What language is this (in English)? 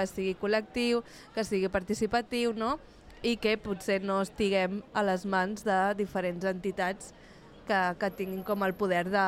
Catalan